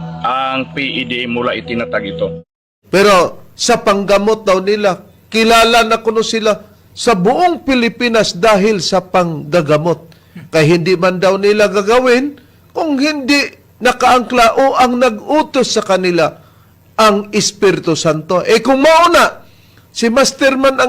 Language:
Cebuano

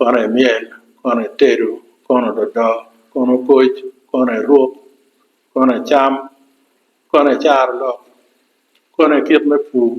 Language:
Acoli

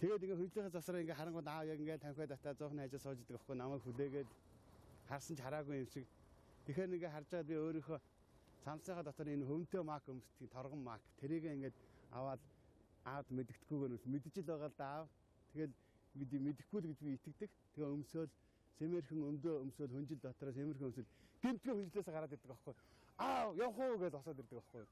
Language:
Mongolian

